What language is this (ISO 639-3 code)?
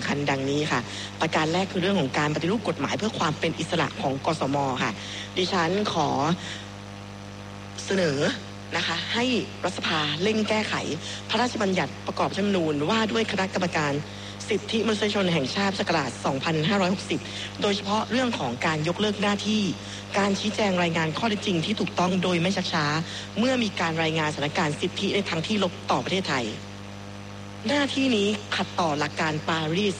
tha